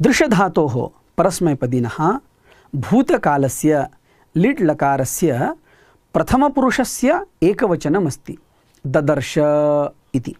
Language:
Sanskrit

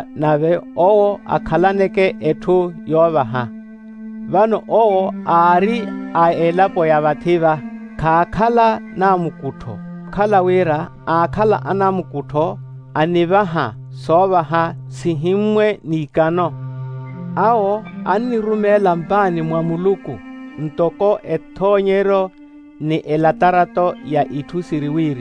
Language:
Makhuwa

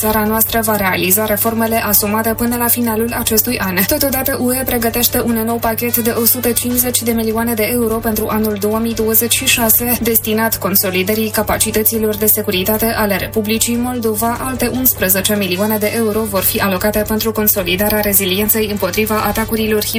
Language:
Romanian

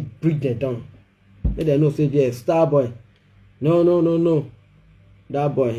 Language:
Nigerian Pidgin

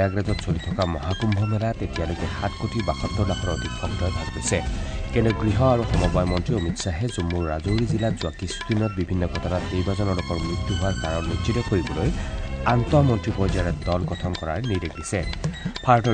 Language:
Assamese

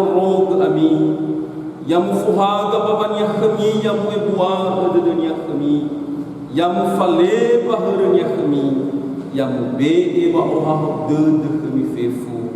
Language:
Nias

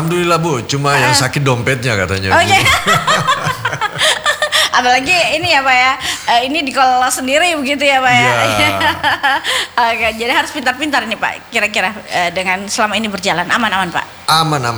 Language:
Indonesian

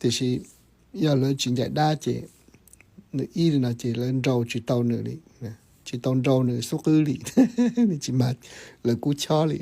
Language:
Hmong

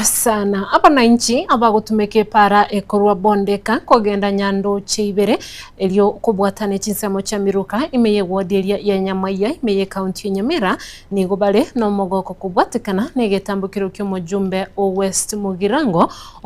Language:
Gusii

